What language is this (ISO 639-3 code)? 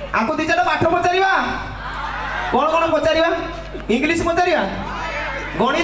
ori